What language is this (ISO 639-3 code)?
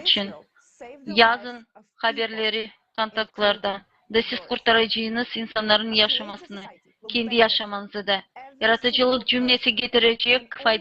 gag